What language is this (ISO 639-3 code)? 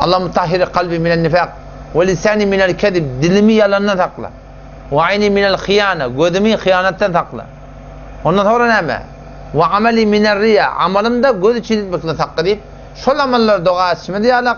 tuk